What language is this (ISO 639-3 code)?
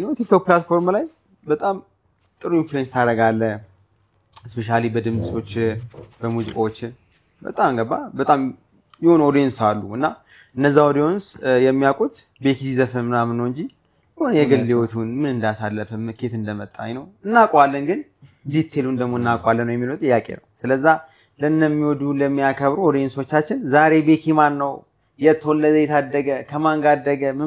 amh